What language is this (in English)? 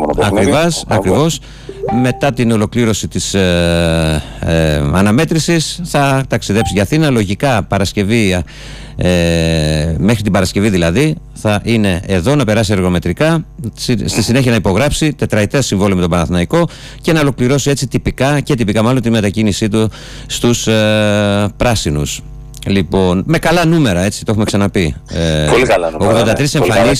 Greek